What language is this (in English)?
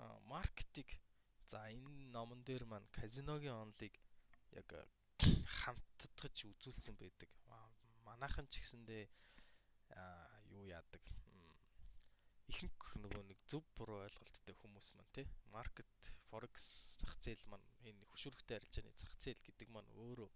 Mongolian